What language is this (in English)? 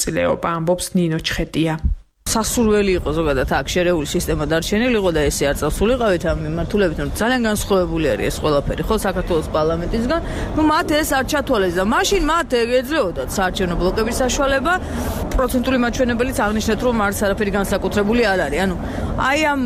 Georgian